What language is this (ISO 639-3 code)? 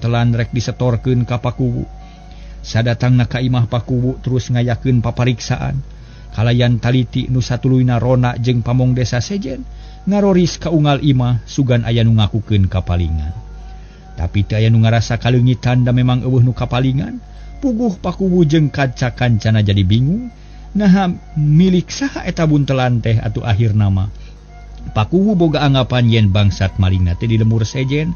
sun